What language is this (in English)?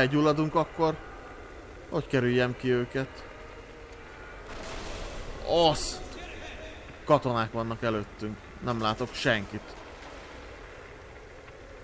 Hungarian